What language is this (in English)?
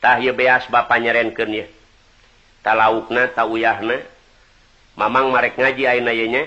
Sundanese